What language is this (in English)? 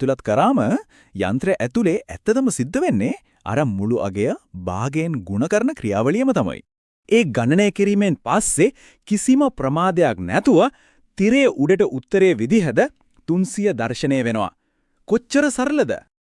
Sinhala